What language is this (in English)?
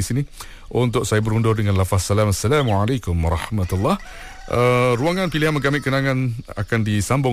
Malay